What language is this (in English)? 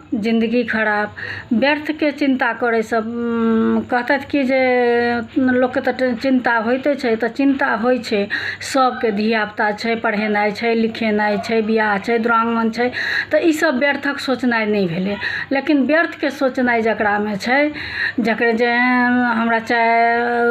Maithili